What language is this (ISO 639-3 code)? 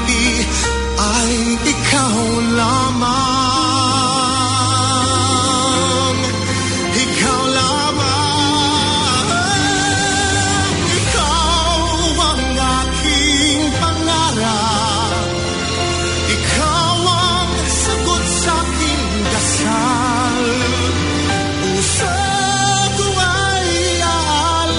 fil